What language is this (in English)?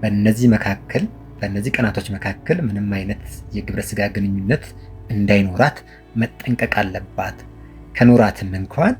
Amharic